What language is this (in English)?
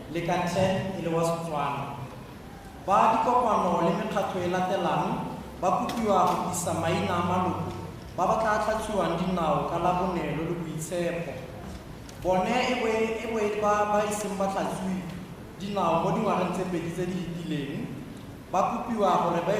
Tswana